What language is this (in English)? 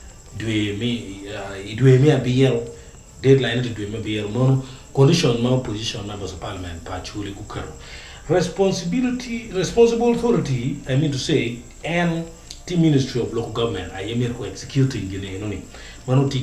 Acoli